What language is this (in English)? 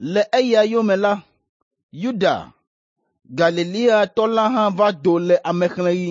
Ewe